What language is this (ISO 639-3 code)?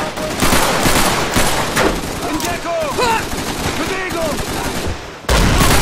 fra